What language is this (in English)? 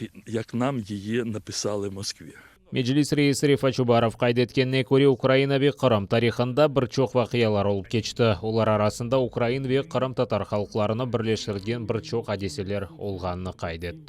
Crimean Tatar